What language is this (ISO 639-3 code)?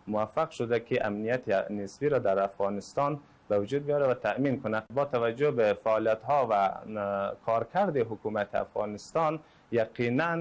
fas